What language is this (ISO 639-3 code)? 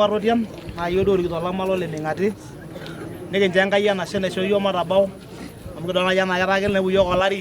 mas